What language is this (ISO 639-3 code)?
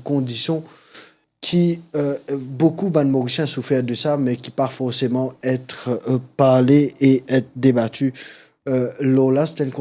mfe